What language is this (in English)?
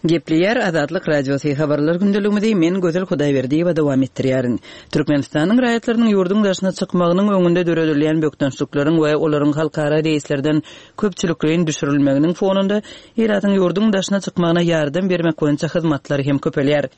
Turkmen